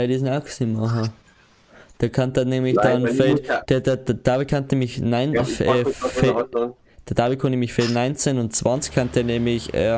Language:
Bavarian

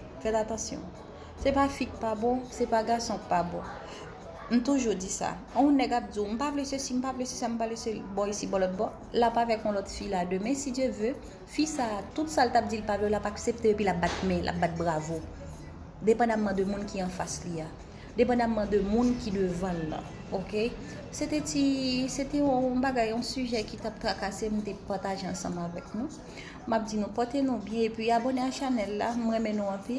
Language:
Haitian Creole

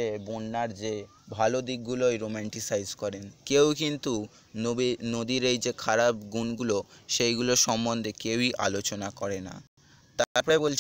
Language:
Bangla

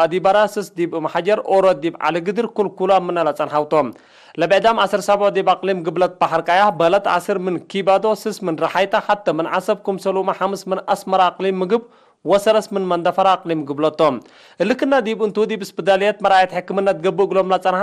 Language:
Tigre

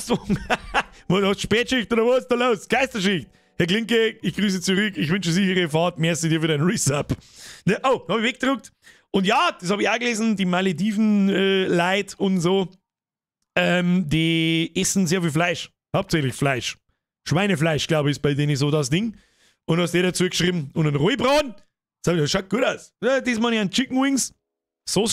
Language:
Bavarian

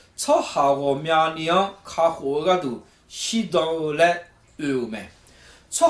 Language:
Akha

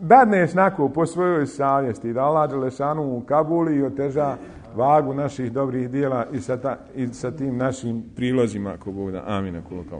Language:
Bosnian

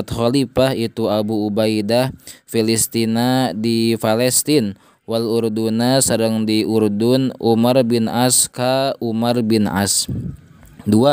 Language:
Sundanese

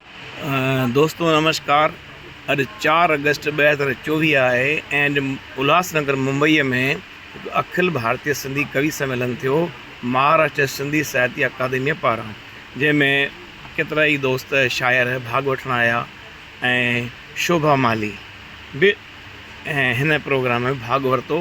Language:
Sindhi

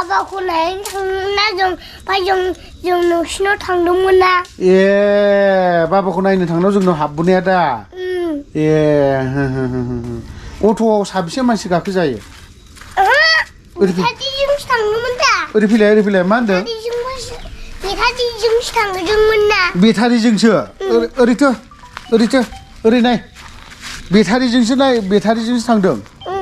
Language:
Bodo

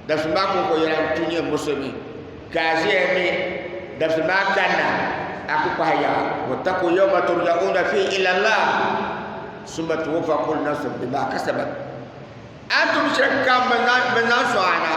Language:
Dagbani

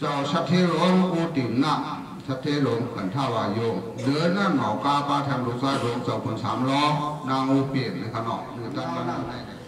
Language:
Shan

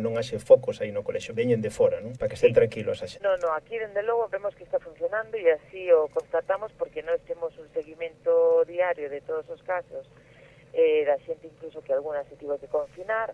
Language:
Galician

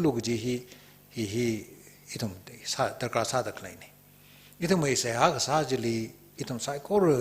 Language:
Tangkhul Naga (India)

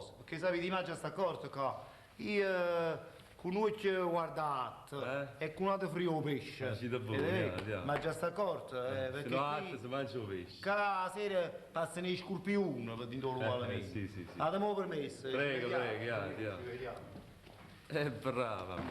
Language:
Neapolitan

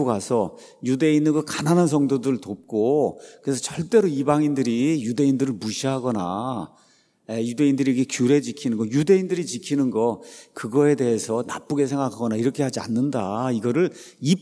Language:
Korean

